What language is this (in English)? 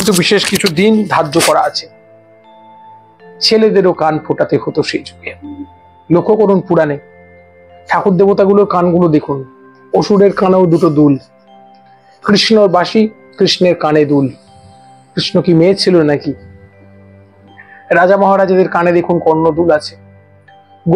Bangla